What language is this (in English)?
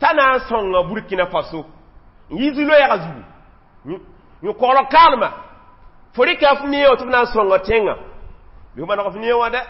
Mossi